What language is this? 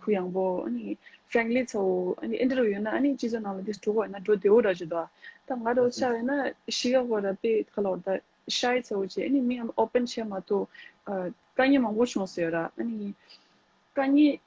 Tibetan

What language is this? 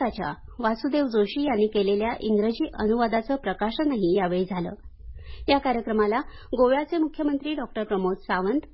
Marathi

